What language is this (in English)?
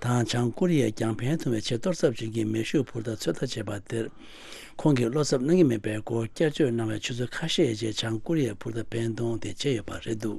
Tibetan